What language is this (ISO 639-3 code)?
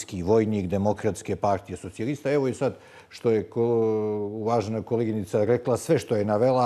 bos